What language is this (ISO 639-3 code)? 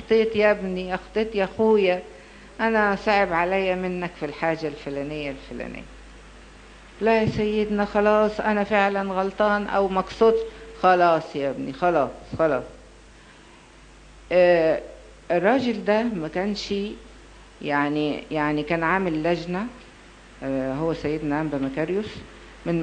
arz